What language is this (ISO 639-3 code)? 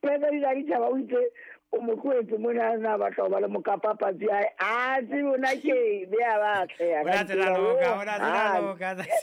sot